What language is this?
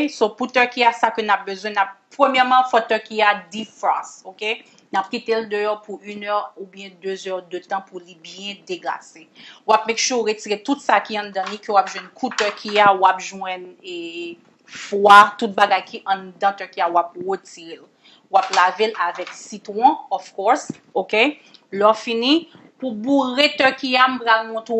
Haitian Creole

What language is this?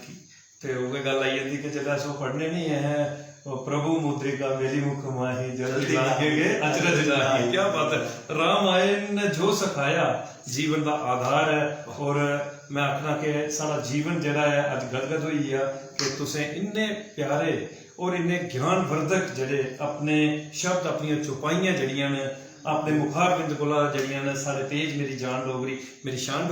Dogri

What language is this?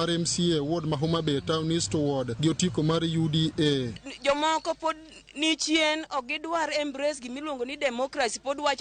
Luo (Kenya and Tanzania)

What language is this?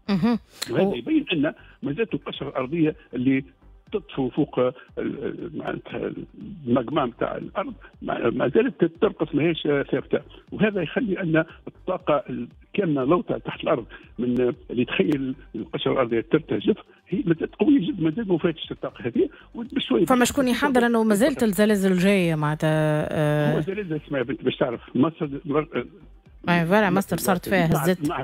Tunisian Arabic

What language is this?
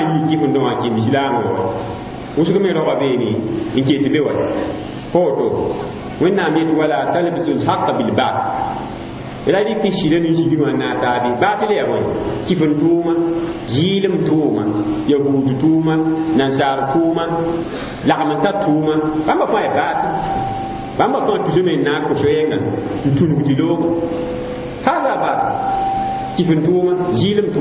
Mossi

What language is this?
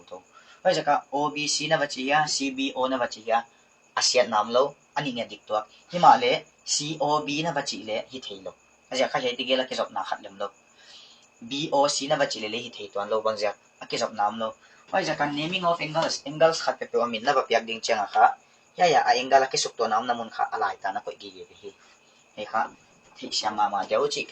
Paite Chin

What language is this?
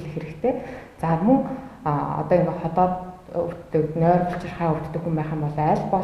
Mongolian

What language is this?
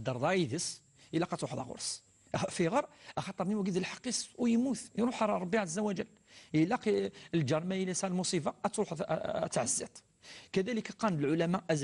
Kabyle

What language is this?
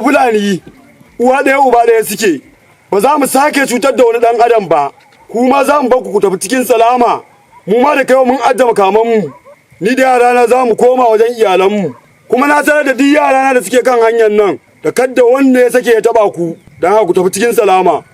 Hausa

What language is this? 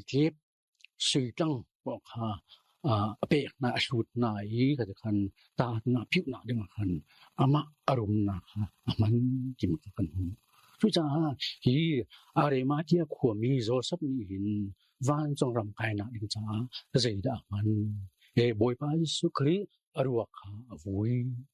Hakha Chin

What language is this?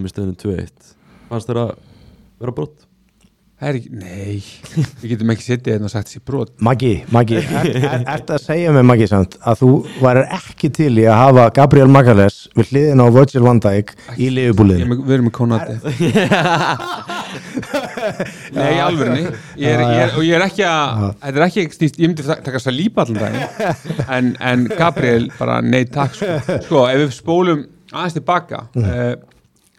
Icelandic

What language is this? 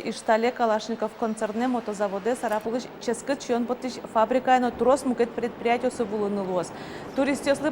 Udmurt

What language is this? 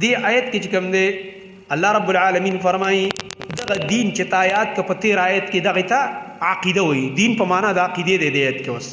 Pashto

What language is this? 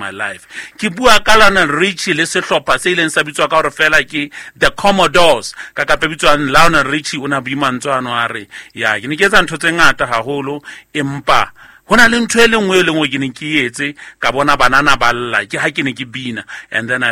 Southern Sotho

